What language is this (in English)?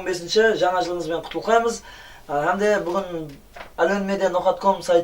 Kara-Kalpak